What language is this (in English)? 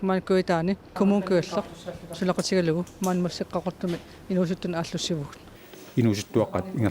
Kalaallisut